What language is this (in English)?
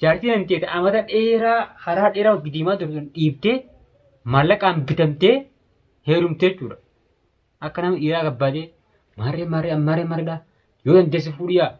Oromo